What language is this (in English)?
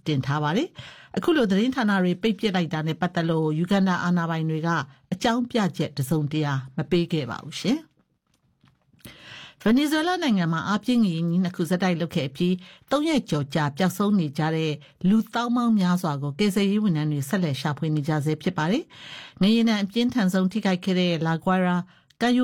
Burmese